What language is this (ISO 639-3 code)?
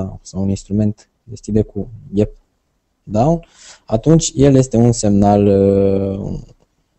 ron